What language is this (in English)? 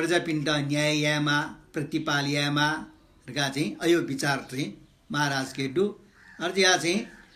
Newari